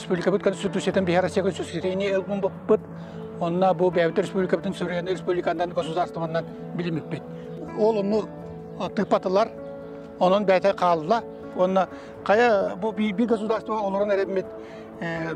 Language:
Yakut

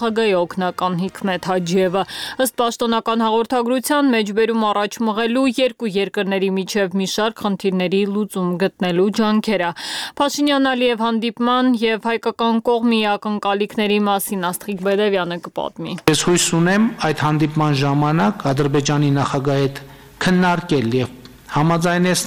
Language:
Armenian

